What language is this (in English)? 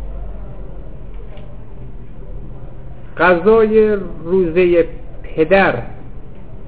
Persian